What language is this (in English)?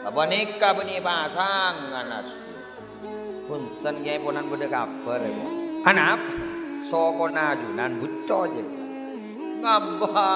Madurese